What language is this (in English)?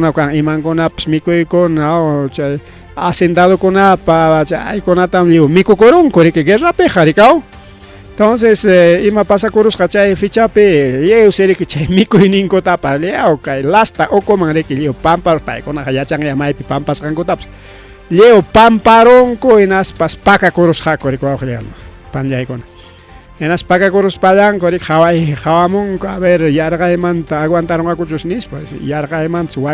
Ayacucho Quechua